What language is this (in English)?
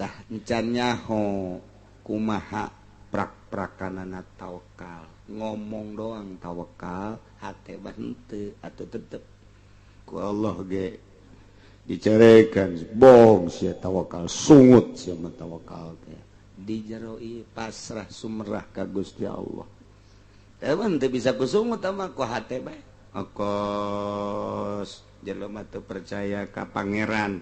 Sundanese